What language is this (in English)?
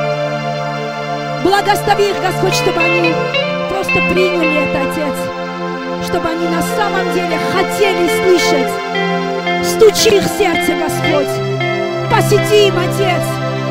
Russian